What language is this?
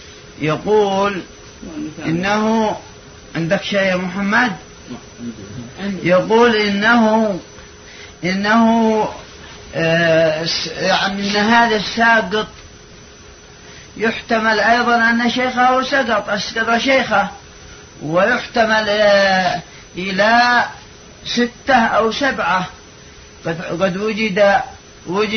Arabic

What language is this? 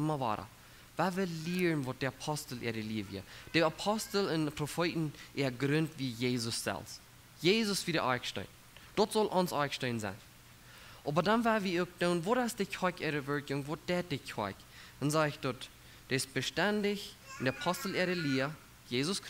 Plautdietsch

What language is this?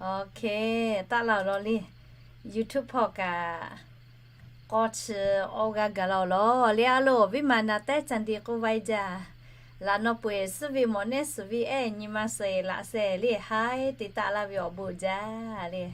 Lahu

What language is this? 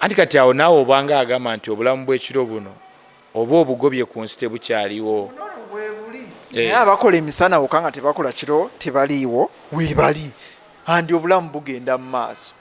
Ganda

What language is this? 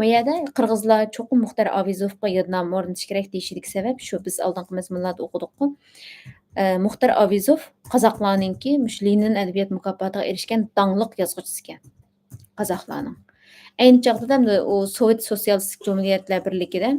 Uyghur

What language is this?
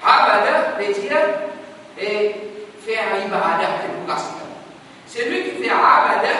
Morisyen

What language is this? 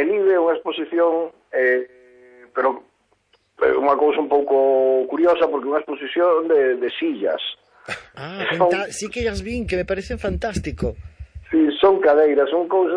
Galician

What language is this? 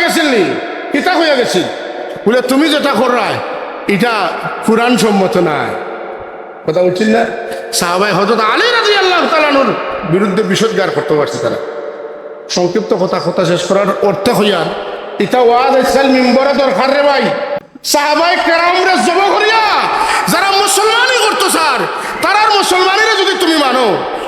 Sylheti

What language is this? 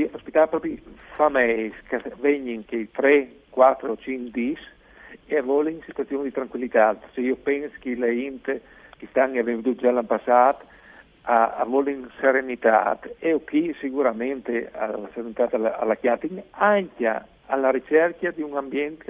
Friulian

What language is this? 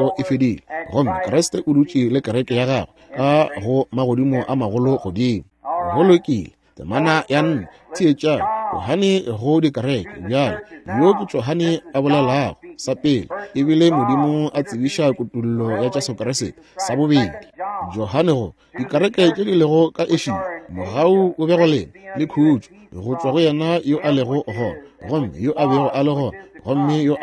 Northern Sotho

